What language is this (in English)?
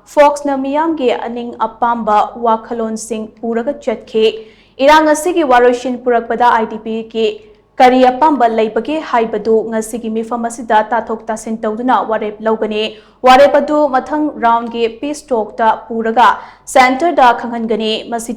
Manipuri